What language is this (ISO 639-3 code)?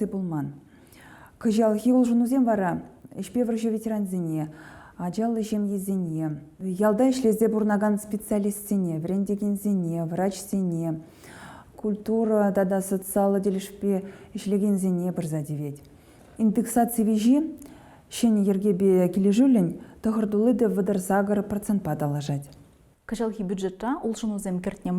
chv